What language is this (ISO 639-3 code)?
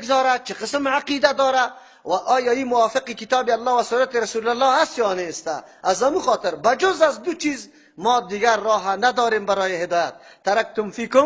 fas